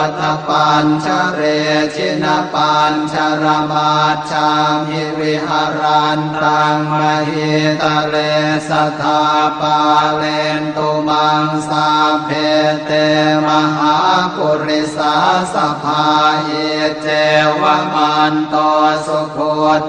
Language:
Pali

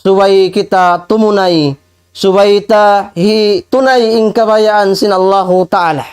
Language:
Tausug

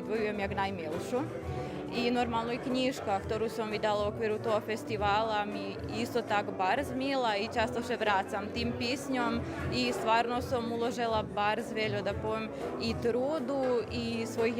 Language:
Rusyn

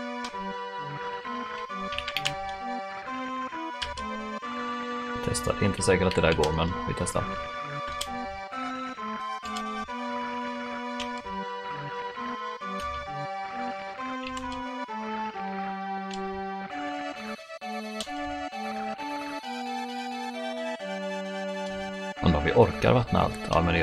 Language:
Swedish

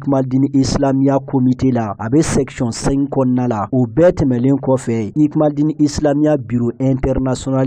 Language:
Bambara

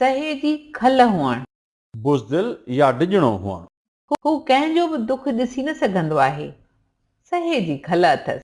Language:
Sindhi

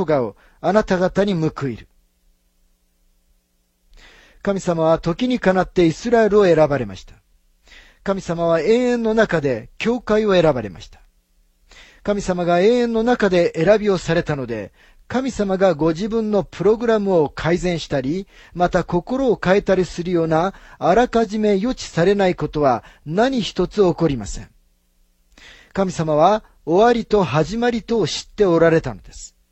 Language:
Japanese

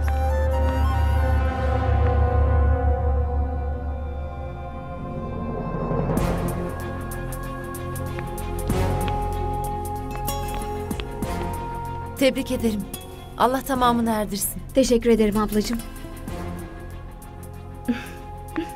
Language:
Turkish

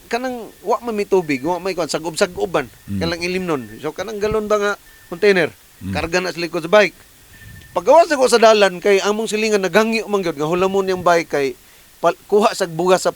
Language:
Cebuano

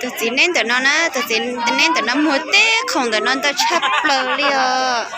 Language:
Hmong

